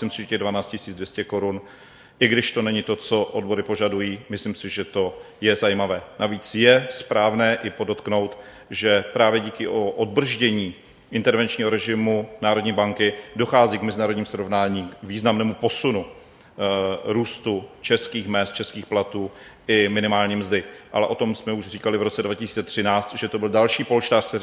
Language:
Czech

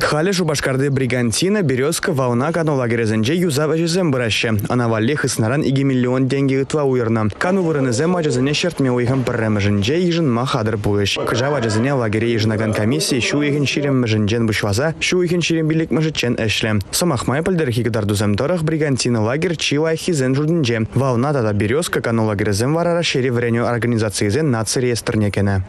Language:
Chuvash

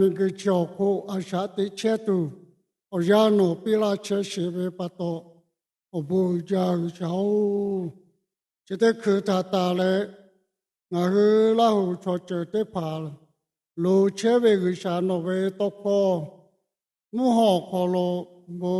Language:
Lahu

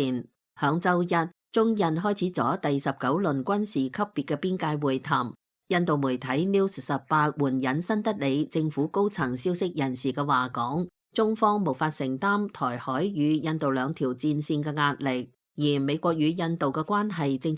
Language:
Cantonese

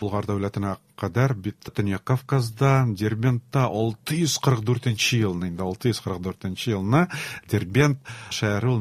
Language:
Tatar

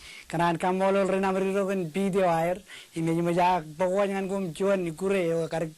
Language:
Marshallese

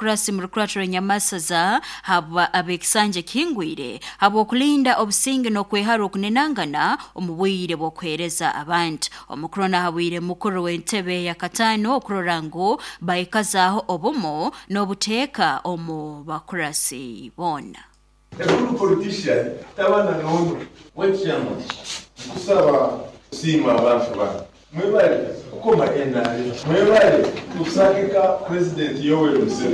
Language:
Nyoro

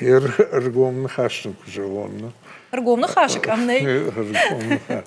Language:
Ossetic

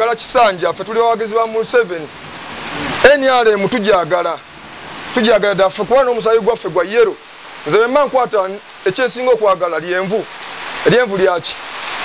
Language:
Ganda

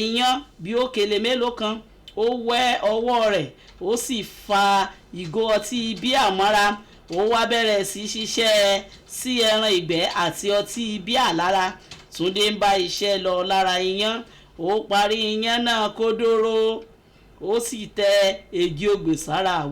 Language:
Yoruba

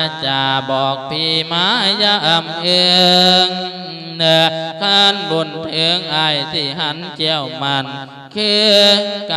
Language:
Lao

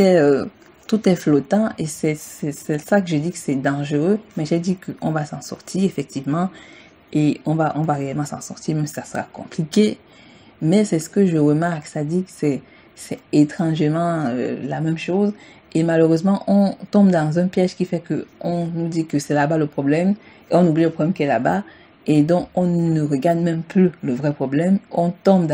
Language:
French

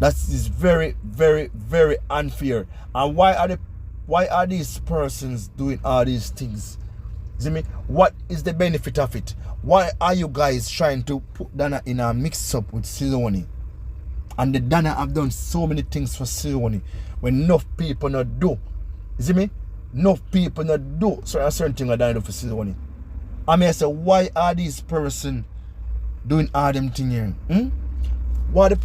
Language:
Jamaican Creole English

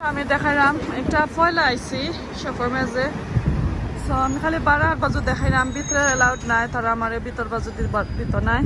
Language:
Sylheti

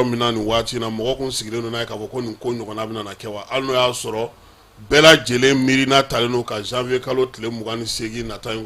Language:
Bambara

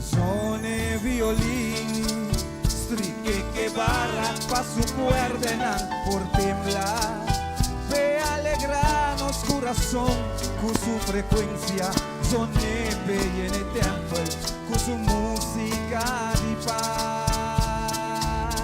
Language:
Papiamento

